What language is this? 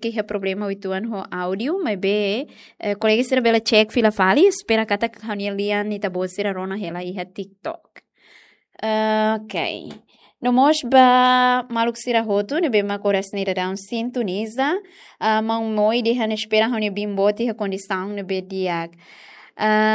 Tetum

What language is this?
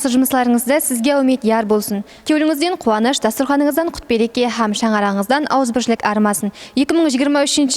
Kara-Kalpak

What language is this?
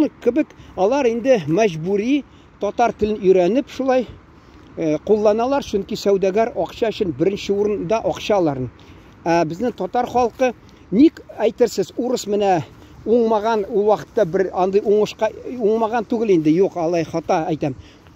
Tatar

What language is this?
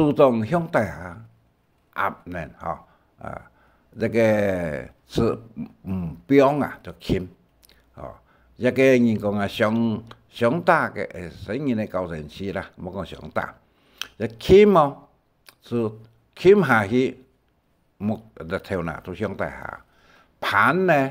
Hakka Chinese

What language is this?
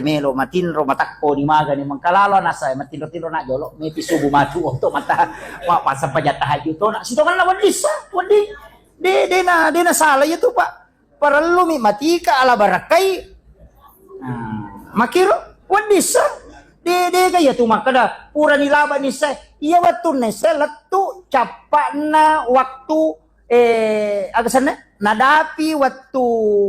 Buginese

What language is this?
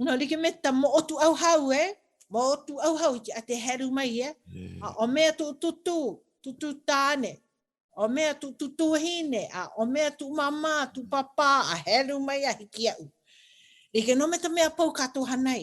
Hawaiian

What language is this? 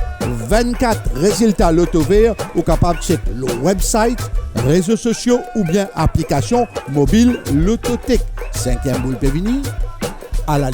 Morisyen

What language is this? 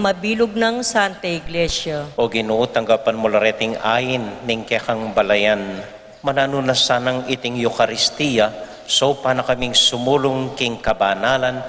Pampanga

